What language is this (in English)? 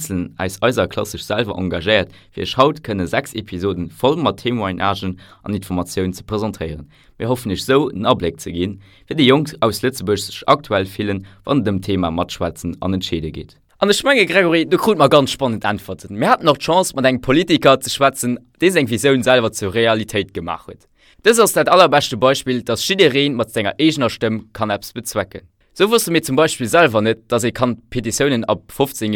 Luxembourgish